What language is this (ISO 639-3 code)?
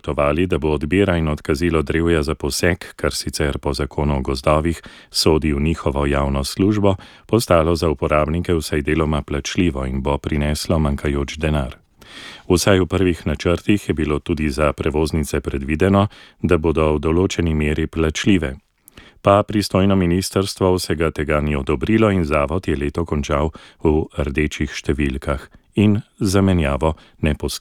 slv